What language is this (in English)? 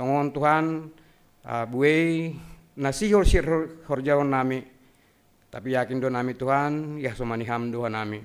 Batak Simalungun